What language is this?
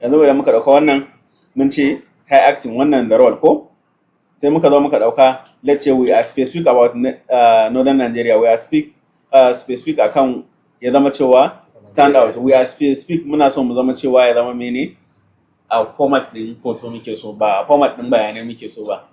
Hausa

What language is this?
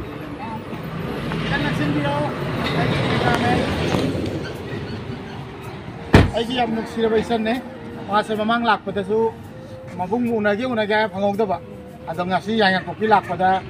Manipuri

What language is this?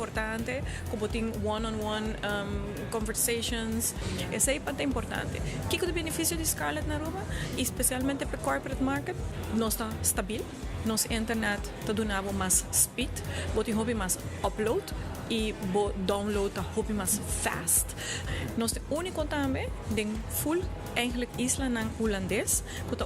Papiamento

